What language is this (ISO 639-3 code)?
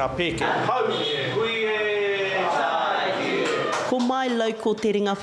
mri